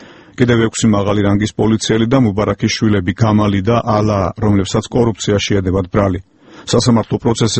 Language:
Georgian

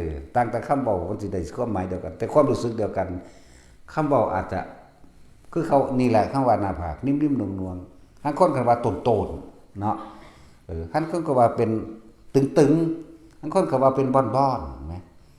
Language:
Northeastern Thai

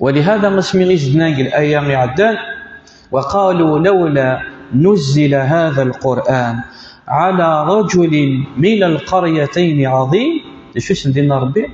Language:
Kabyle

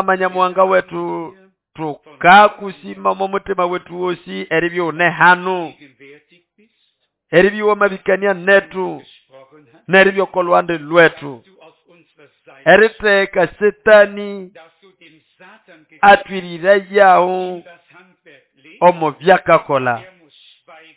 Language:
Nande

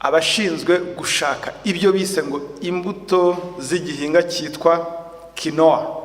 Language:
Kinyarwanda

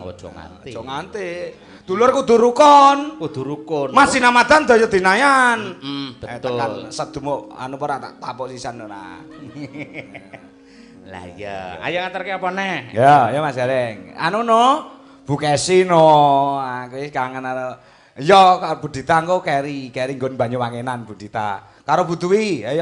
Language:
Javanese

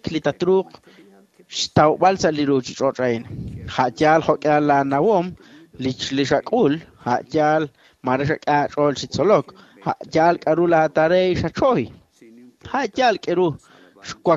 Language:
Kekchí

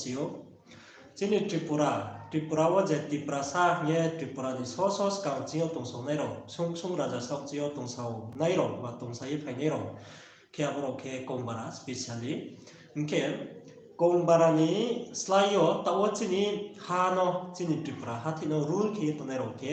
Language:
Riang (India)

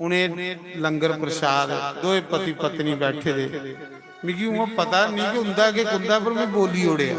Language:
Dogri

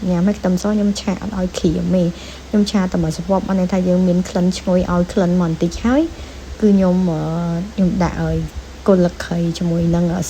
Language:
Khmer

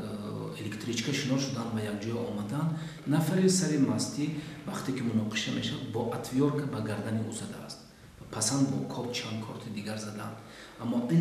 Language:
Tajik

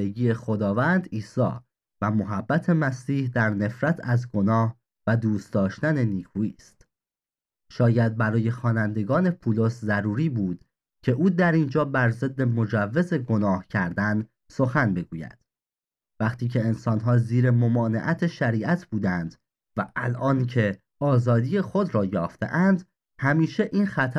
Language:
Persian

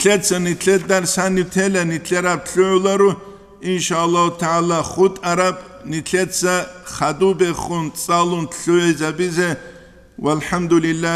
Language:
Avaric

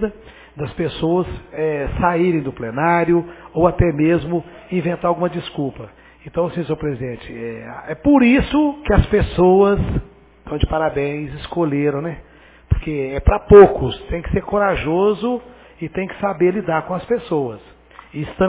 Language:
Portuguese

